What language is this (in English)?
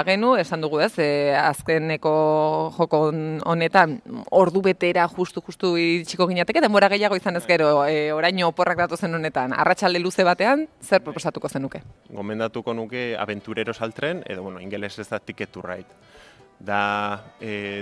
Basque